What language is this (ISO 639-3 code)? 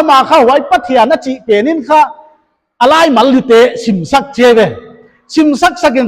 pck